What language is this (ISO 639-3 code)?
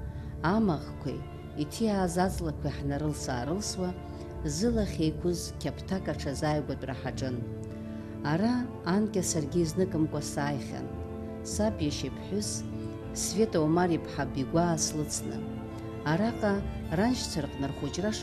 abk